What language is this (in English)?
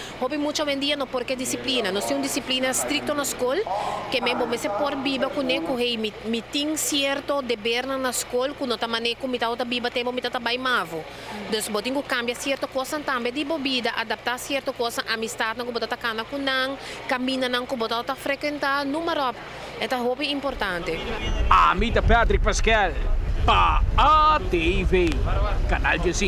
Papiamento